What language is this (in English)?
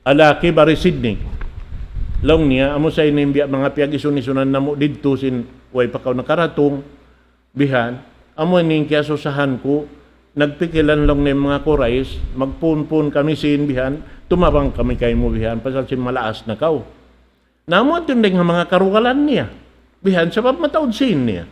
Tausug